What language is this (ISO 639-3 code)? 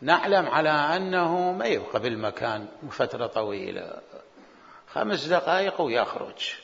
acm